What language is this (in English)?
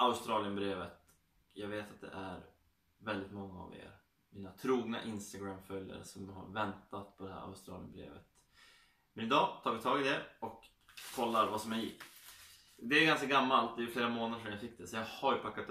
Swedish